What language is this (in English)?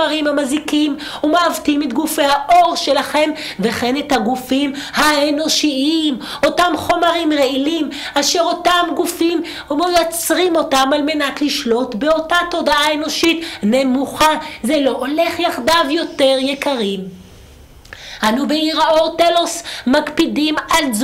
Hebrew